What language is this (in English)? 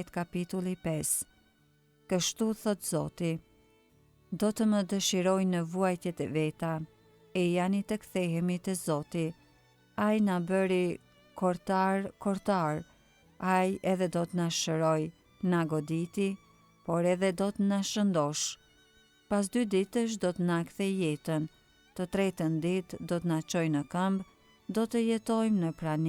Albanian